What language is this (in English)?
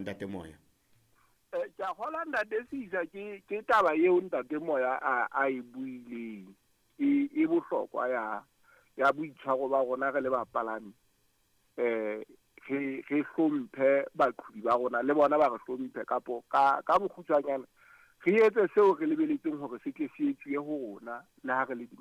Southern Sotho